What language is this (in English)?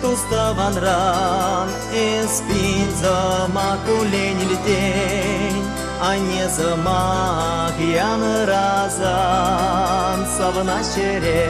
Chuvash